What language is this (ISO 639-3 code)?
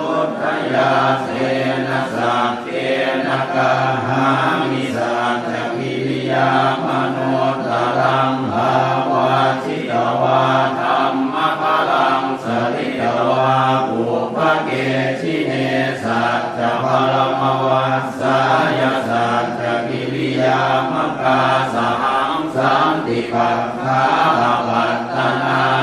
pli